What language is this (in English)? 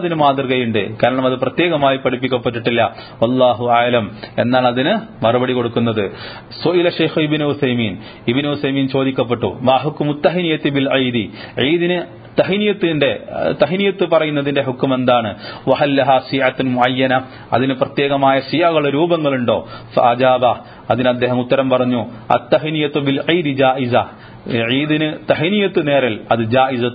Malayalam